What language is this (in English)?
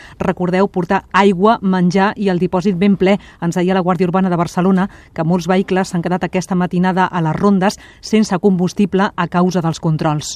Catalan